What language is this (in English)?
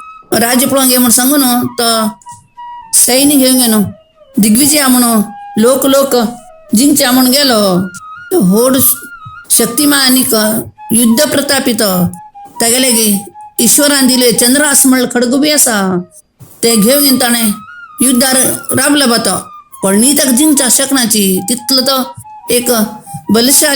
Konkani